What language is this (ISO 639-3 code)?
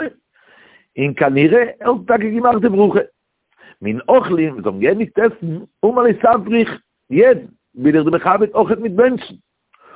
yid